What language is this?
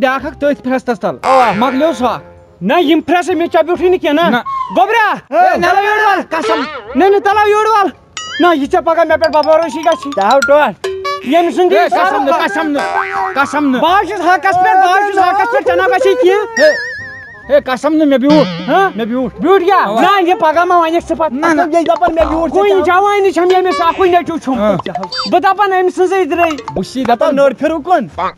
Kashmiri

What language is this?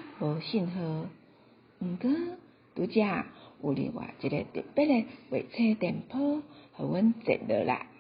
Min Nan Chinese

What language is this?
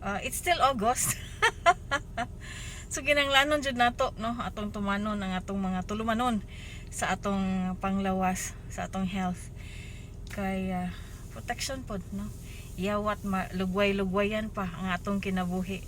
Cebuano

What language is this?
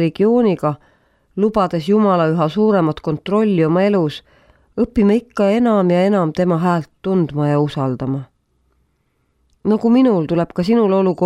Estonian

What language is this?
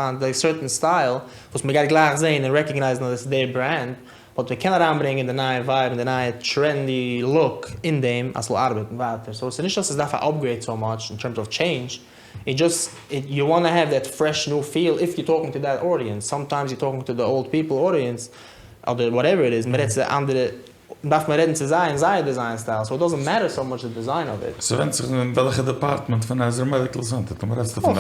Yiddish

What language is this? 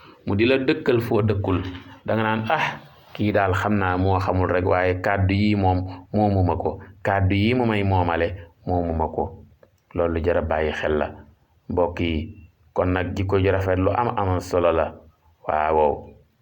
Wolof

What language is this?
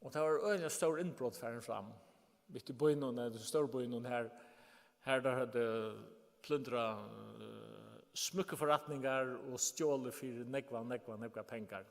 Faroese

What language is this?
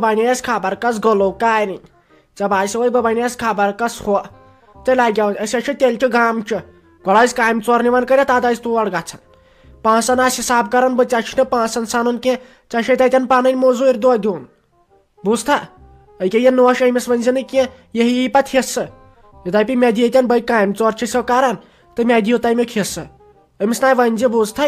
Kashmiri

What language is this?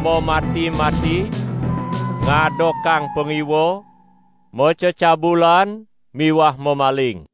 Balinese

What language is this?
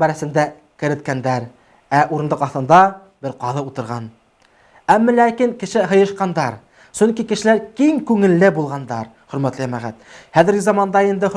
Bashkir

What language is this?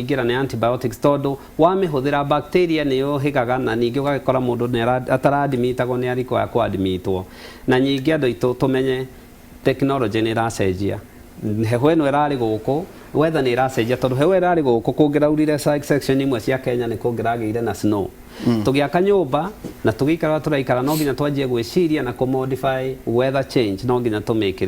Kikuyu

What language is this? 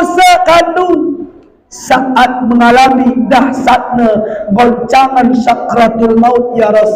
Batak Alas-Kluet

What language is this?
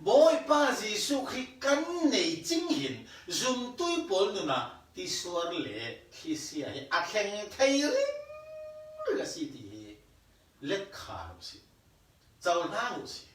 Falam Chin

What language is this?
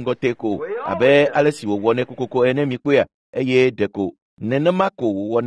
Ewe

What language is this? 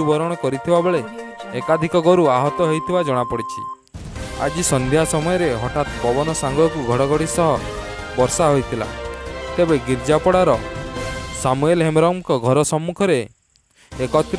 Odia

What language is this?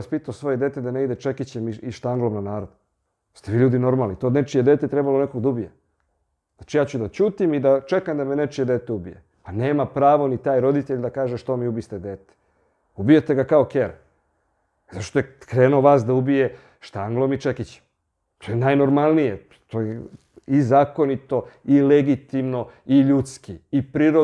Serbian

